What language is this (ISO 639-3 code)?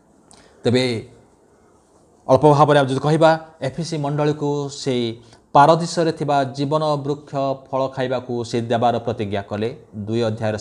ori